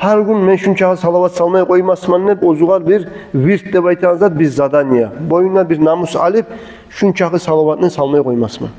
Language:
Kumyk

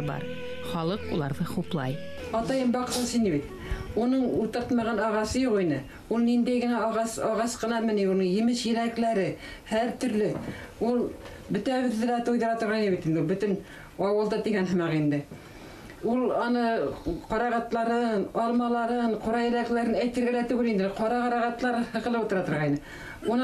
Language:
Bashkir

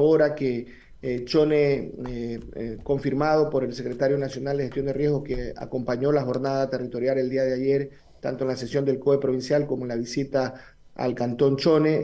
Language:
Spanish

